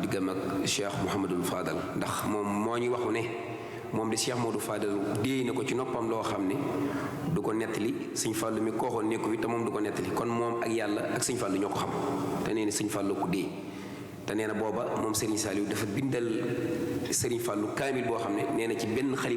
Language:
Wolof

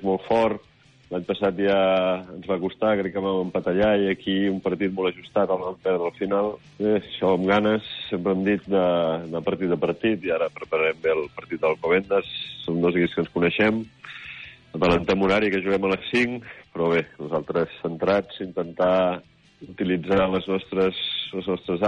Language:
Catalan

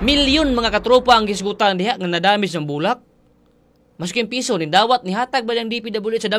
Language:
Cebuano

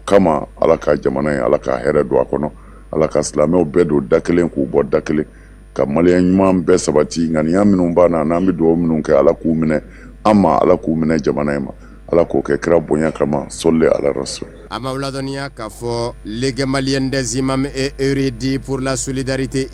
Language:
Bambara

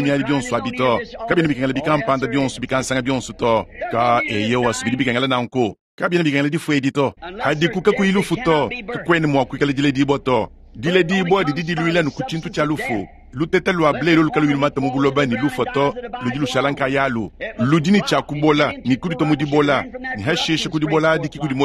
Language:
Luba-Lulua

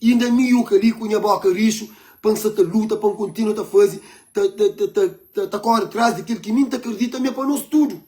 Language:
Kabuverdianu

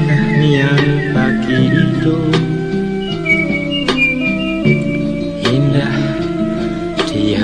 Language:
Indonesian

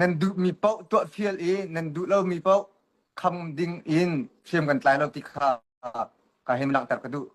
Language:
Hakha Chin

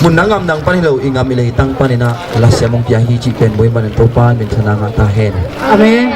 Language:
Tedim Chin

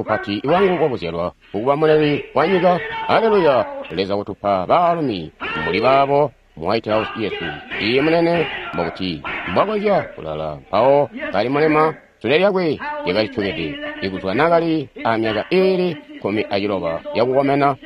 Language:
Tonga (Zambia)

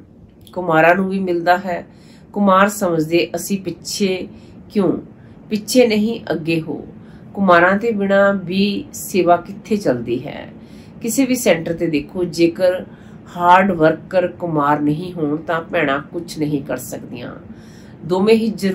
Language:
Punjabi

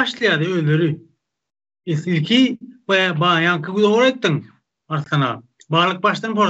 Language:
Turkmen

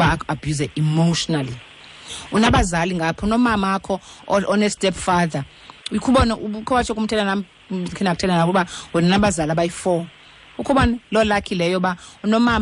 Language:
Xhosa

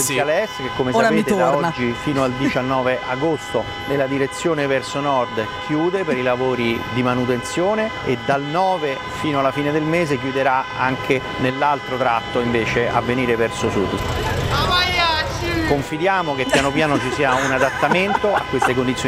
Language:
Italian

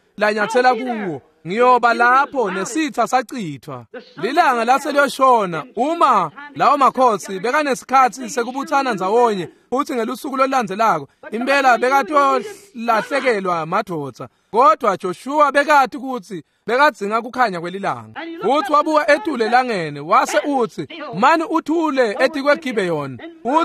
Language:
Swati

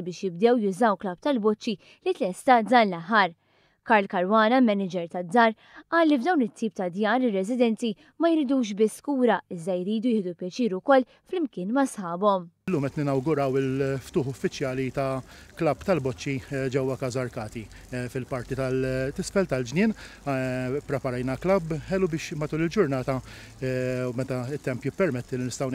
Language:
Maltese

